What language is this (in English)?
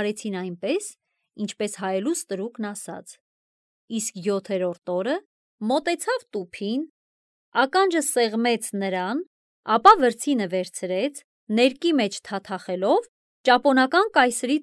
Armenian